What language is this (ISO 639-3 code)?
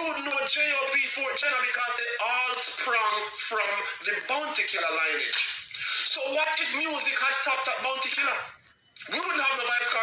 jam